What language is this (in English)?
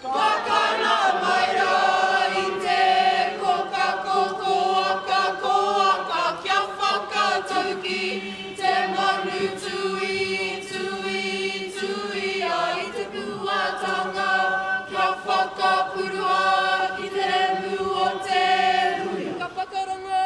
Māori